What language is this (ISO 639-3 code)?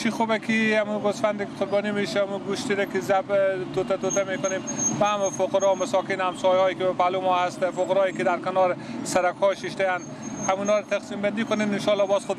fas